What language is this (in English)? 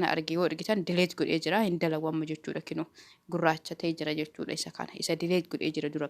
Oromo